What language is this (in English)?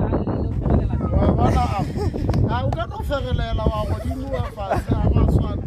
Northern Sotho